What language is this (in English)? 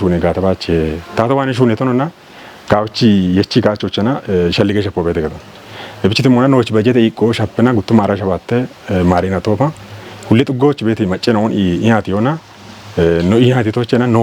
Kafa